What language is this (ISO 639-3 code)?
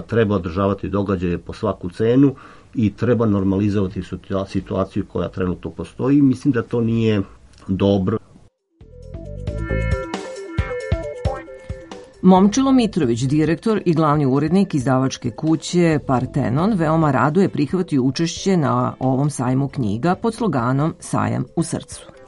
srp